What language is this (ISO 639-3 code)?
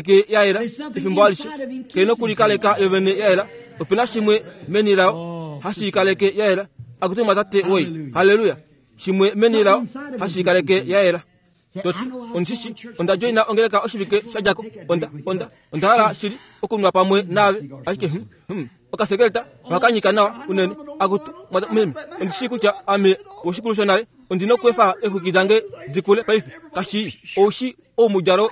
kua